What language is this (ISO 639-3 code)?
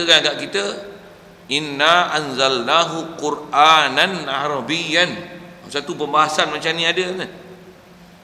msa